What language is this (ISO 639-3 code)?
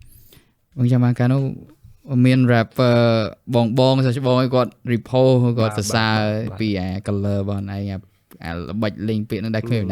khm